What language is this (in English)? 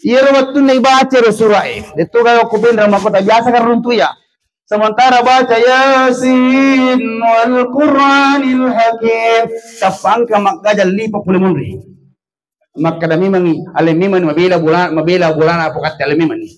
Buginese